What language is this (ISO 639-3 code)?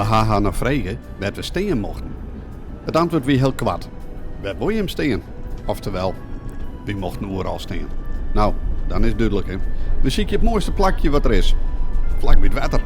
fry